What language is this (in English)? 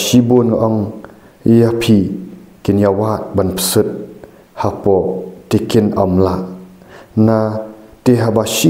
Khasi